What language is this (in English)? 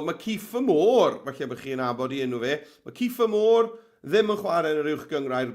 Welsh